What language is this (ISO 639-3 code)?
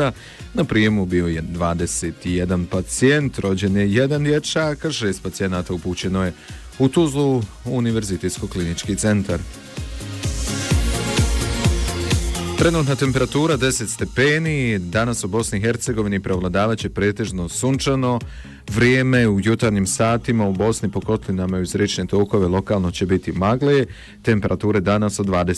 bos